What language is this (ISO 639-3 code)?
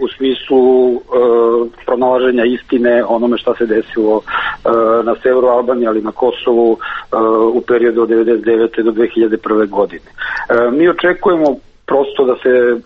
srp